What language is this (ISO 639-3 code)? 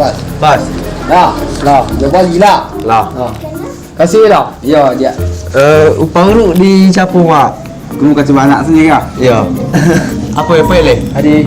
min